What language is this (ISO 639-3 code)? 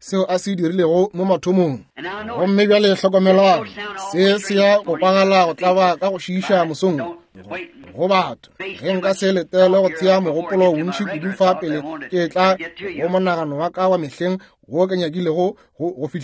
nso